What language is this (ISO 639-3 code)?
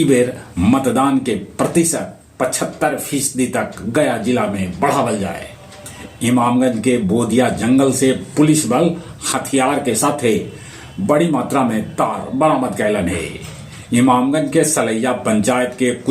mag